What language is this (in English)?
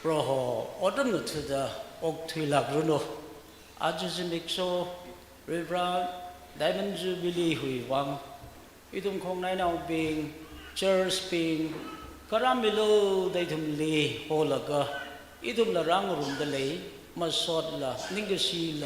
Tangkhul Naga (India)